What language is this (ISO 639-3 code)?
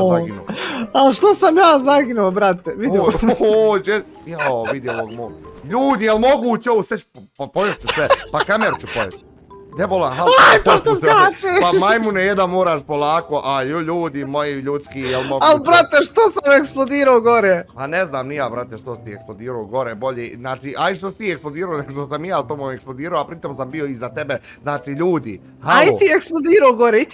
bos